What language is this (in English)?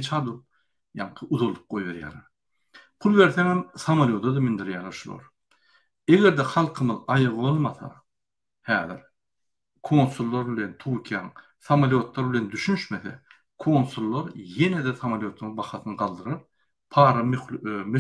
Turkmen